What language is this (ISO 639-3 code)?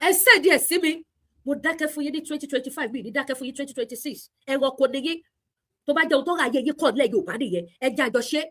yor